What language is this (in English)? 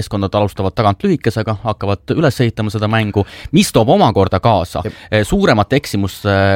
Estonian